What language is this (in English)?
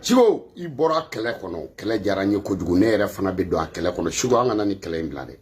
Bambara